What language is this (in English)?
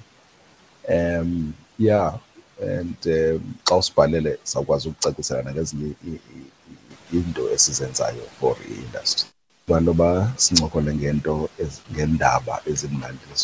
Xhosa